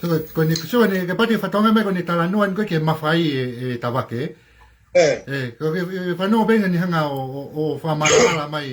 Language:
Tongan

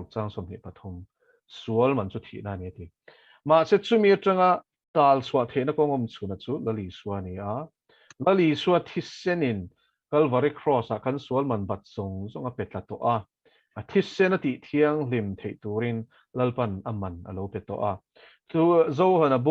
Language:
Mizo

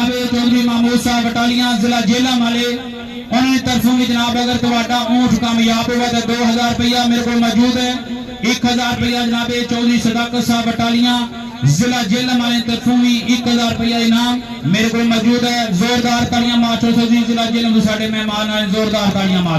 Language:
Pahari-Potwari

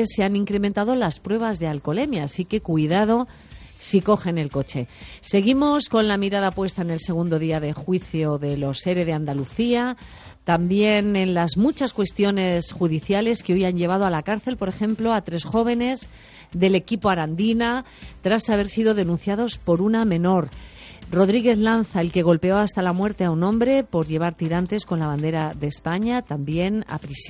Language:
Spanish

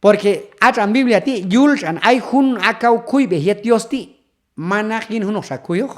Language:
Q'anjob'al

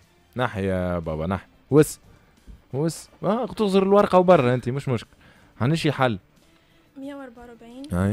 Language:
Tunisian Arabic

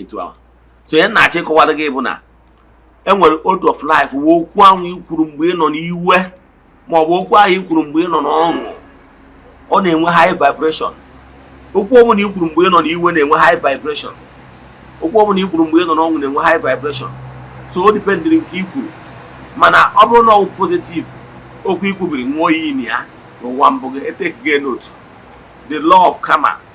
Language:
Igbo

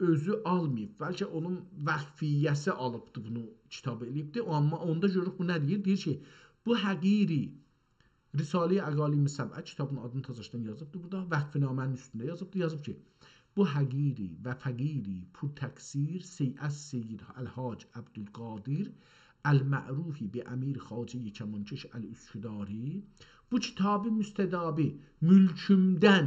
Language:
South Azerbaijani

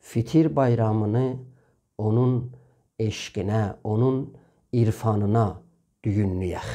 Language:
South Azerbaijani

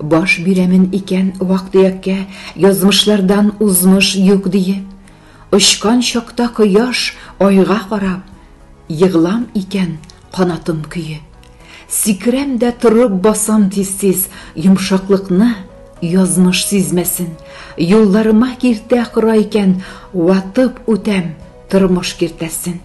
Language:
Tatar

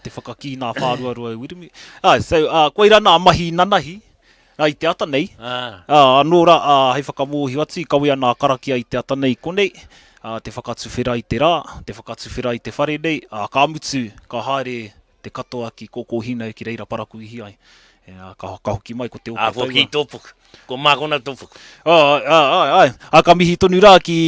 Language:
Māori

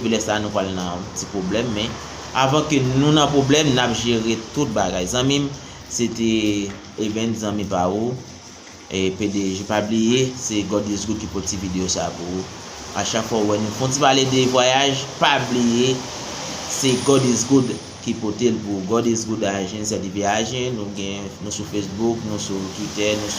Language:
Haitian Creole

